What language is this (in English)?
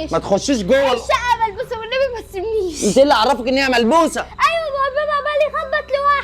Egyptian Arabic